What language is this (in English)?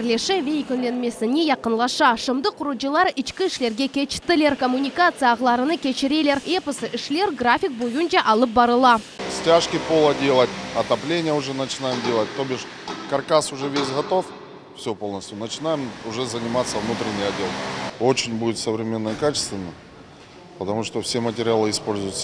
Crimean Tatar